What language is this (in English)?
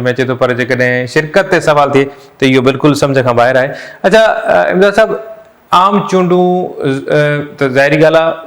Sindhi